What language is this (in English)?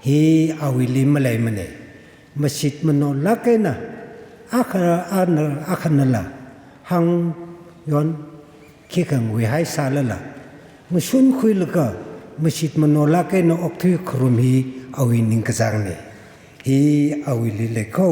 Tangkhul Naga (India)